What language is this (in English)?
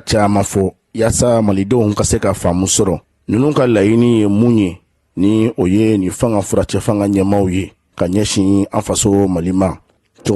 Bambara